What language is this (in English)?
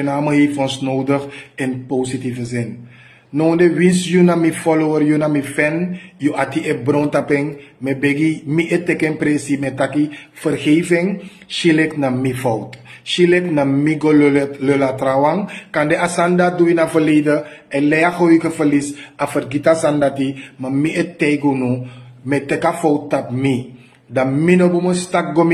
Sranan Tongo